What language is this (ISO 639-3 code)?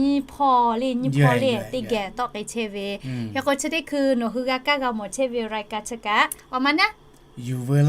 lhu